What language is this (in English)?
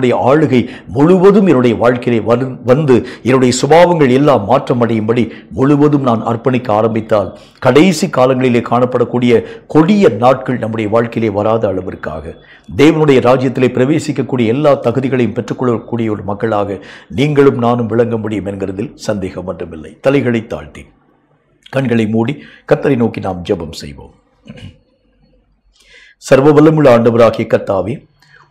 Tamil